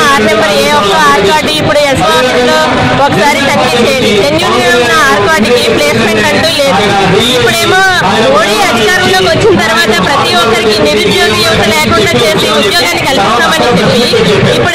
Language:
Telugu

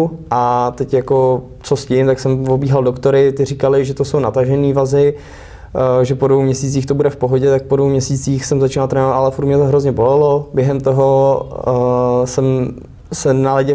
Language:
Czech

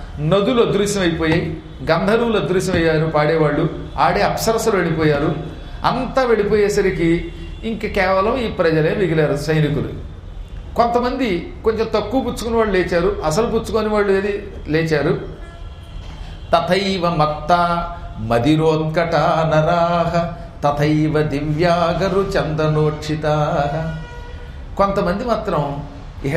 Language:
Telugu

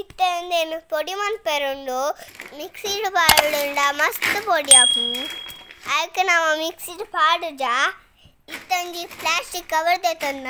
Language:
Tulu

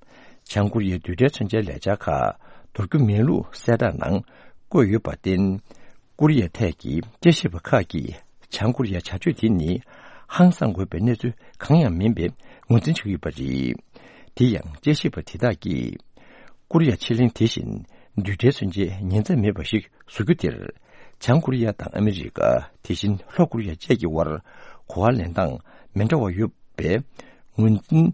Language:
Tibetan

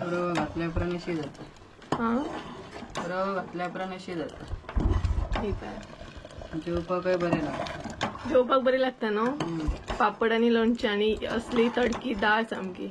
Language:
Konkani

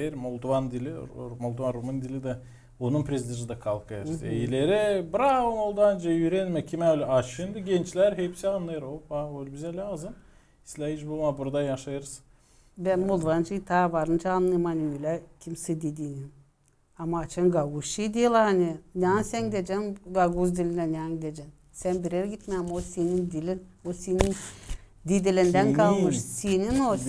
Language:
Gagauz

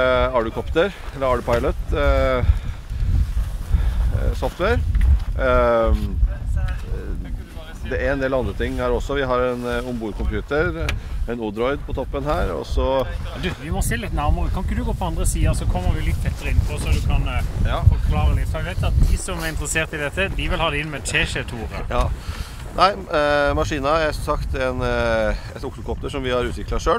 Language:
Norwegian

